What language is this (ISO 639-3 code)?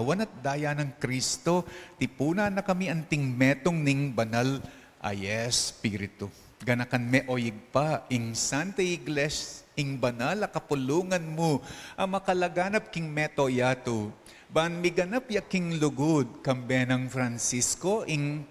pam